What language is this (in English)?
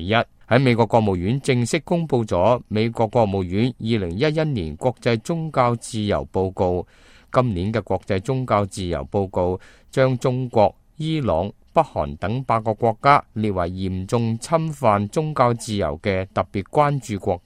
Cantonese